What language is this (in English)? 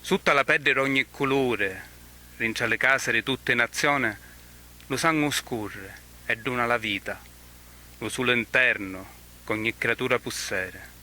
Sicilian